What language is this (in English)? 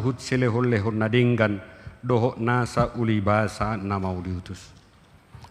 Batak Toba